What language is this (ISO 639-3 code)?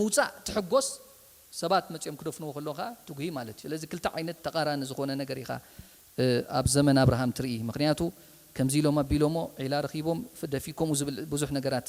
tir